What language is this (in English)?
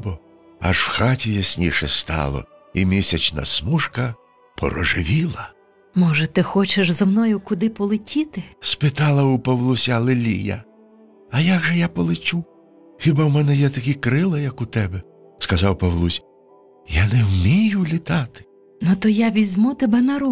Ukrainian